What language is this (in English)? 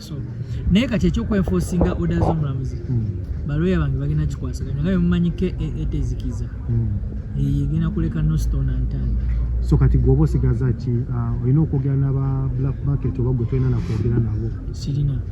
Ganda